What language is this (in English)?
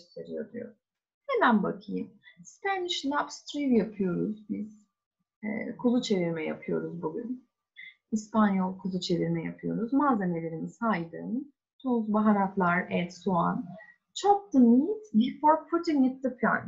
Turkish